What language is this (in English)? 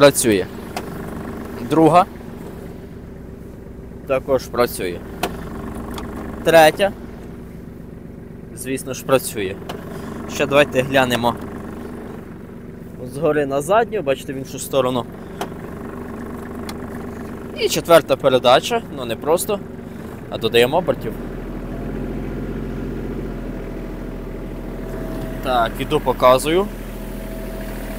Ukrainian